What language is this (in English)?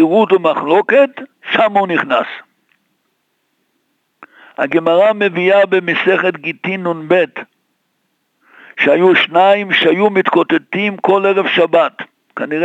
Hebrew